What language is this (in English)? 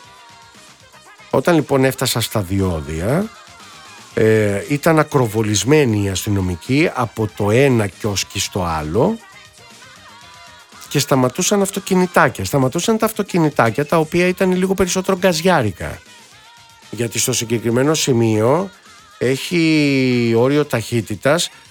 Greek